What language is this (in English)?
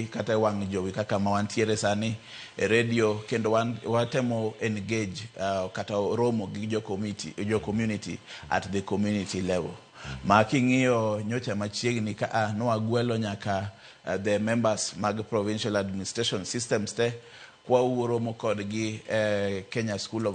Luo (Kenya and Tanzania)